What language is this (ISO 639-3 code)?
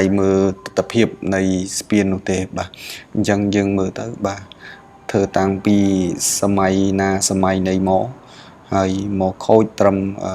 khm